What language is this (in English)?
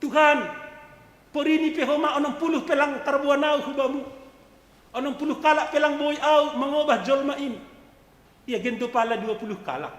Batak Simalungun